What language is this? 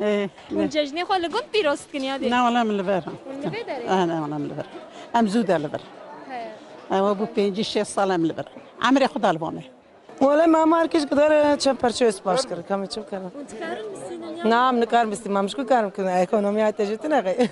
Kurdish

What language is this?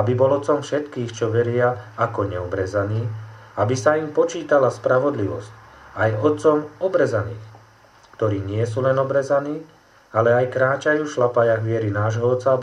Slovak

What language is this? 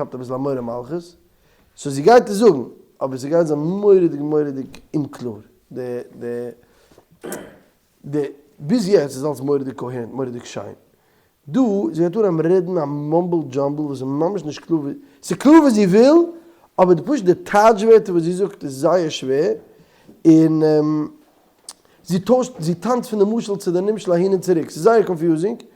Yiddish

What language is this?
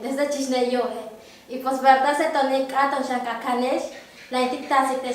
Yucateco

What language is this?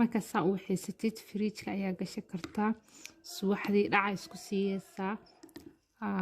Somali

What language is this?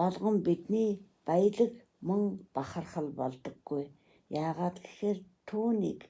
Mongolian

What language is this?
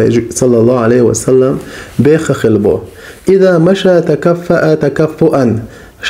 Chechen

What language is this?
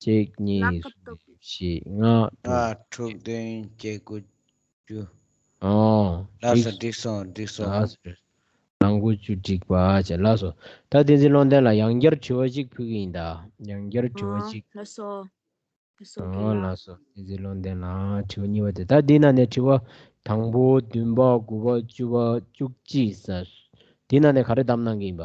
Tibetan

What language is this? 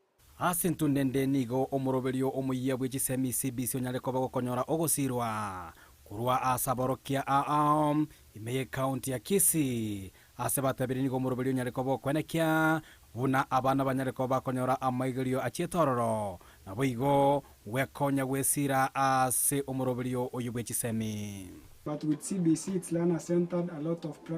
Gusii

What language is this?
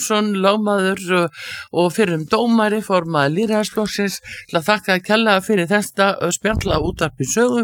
Icelandic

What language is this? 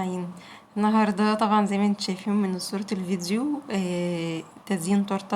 Egyptian Arabic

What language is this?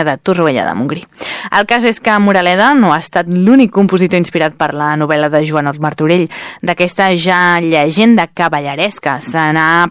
Catalan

